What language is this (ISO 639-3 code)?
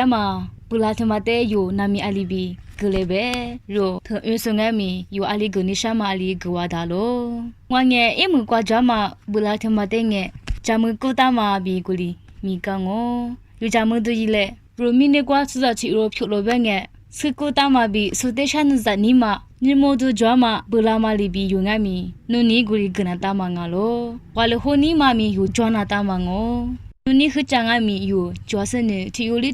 lis